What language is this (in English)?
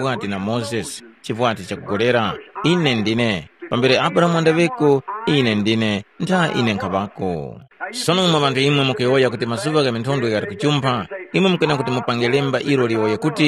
Tumbuka